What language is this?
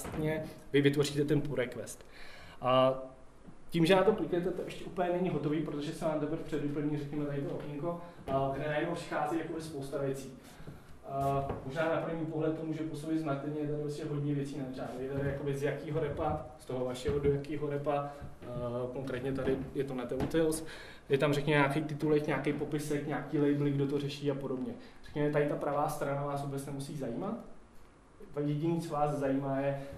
Czech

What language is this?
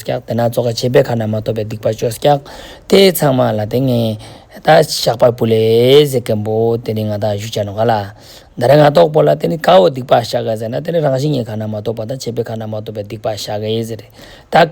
Ladakhi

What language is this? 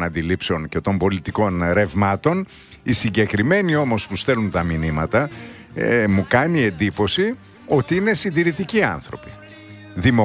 Greek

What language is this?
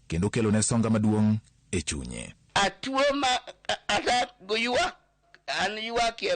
Luo (Kenya and Tanzania)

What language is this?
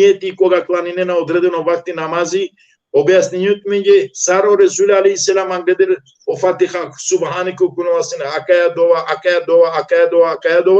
Balkan Romani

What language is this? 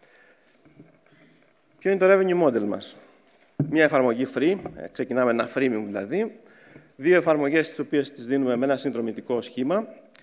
Greek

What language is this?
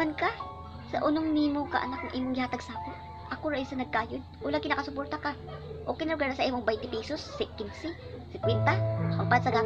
Cebuano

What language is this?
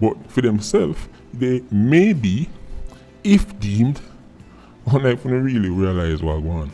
Jamaican Creole English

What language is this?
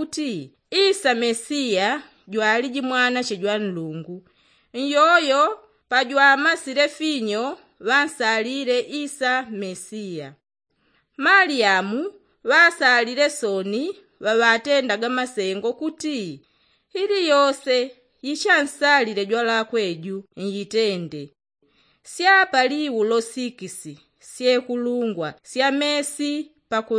Yao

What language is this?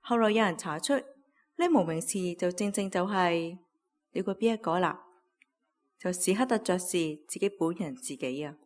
Cantonese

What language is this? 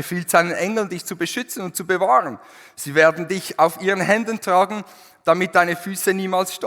Swiss German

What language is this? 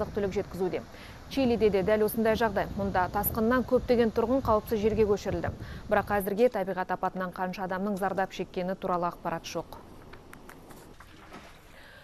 Kazakh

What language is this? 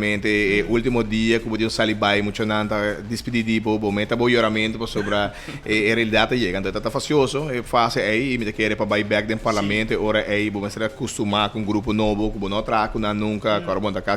Papiamento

